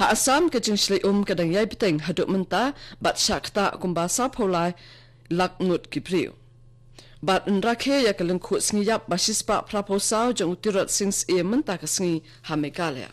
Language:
Khasi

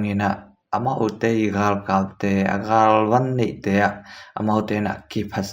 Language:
Tedim Chin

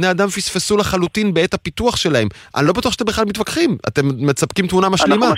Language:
Hebrew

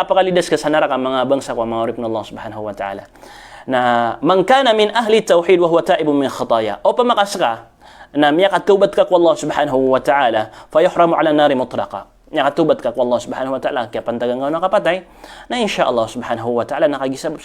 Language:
Maranao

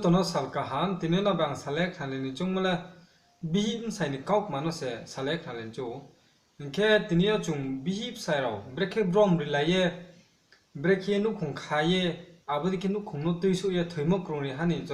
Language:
Riang (India)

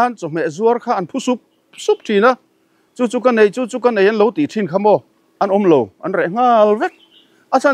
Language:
Mizo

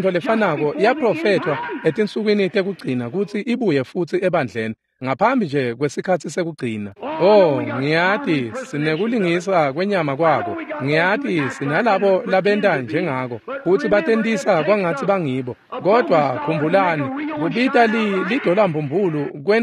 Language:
Swati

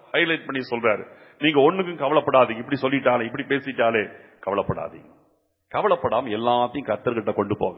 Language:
Tamil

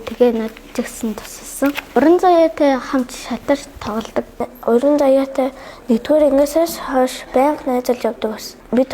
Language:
Mongolian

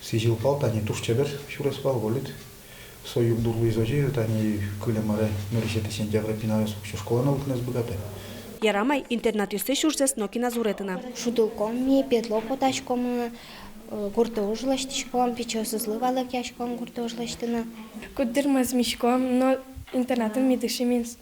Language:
Udmurt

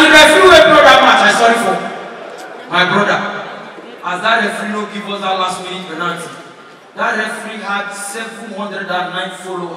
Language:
Nigerian Pidgin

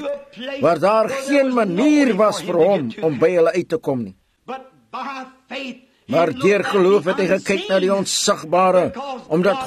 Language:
Afrikaans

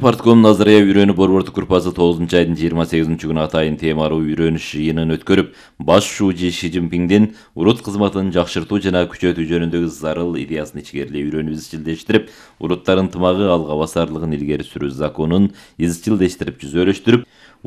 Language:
Kyrgyz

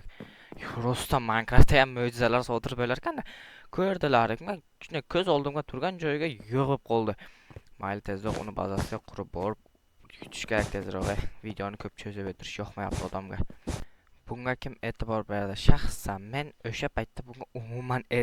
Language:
Uzbek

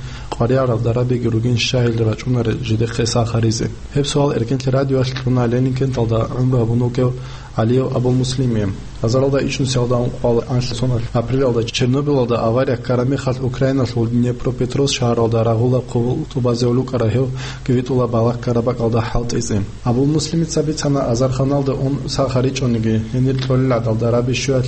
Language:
Avaric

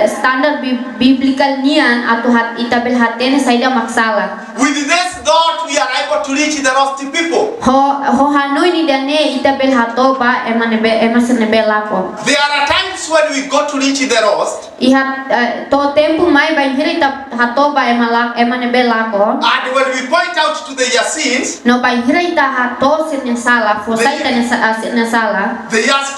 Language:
Tetum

